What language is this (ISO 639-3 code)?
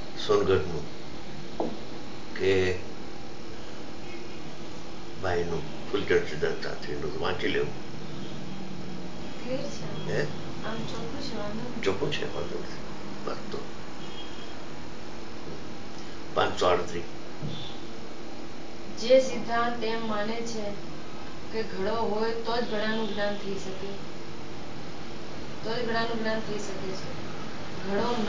guj